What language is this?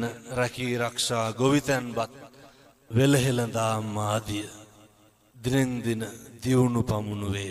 Sinhala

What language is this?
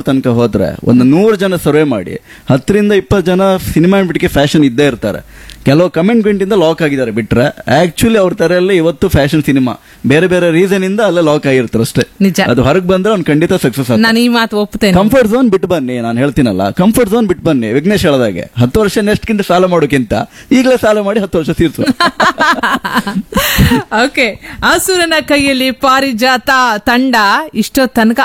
Kannada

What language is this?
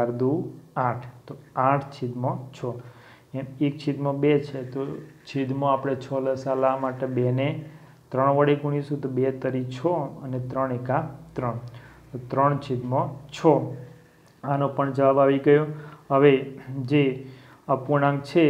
Gujarati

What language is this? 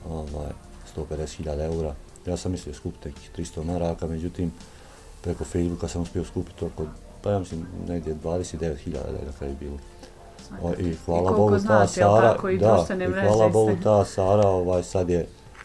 Bosnian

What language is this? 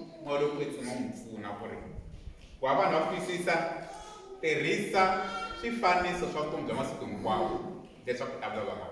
Tsonga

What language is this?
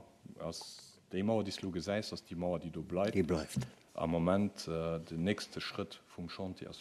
Luxembourgish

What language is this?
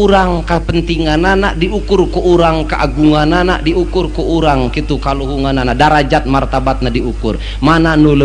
Sundanese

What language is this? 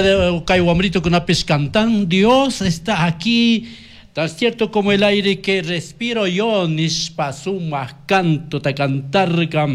Chimborazo Highland Quichua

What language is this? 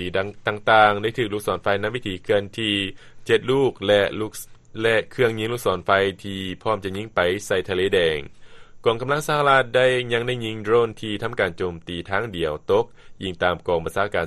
Lao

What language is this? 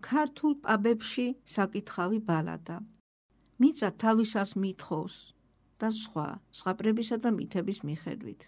Georgian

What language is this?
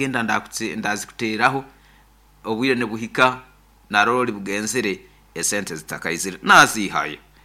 Nyoro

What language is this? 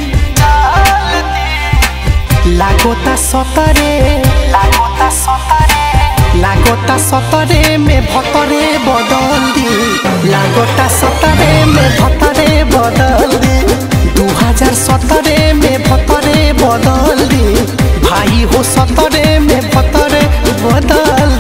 Bhojpuri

